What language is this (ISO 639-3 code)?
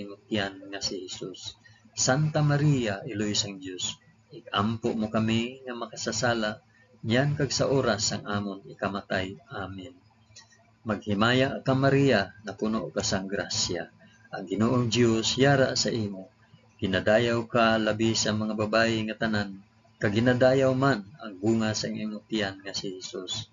hil